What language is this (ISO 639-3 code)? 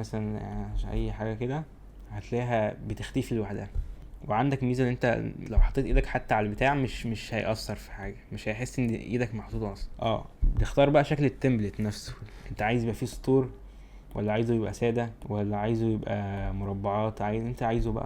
arz